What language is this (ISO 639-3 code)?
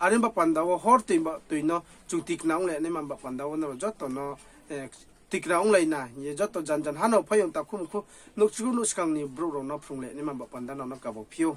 ria